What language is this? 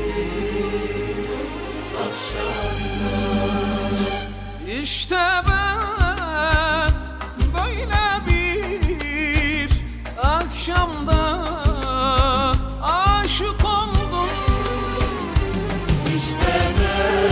Turkish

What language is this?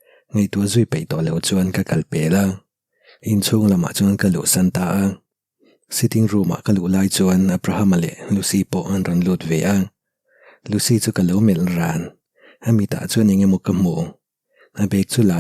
Mizo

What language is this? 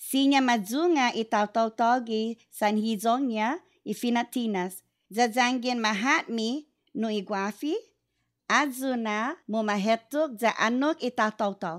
Chamorro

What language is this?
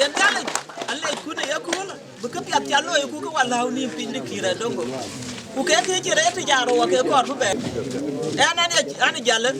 Dinka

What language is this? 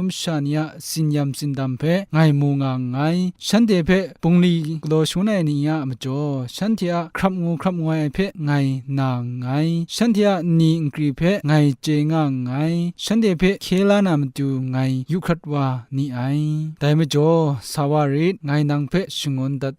Kachin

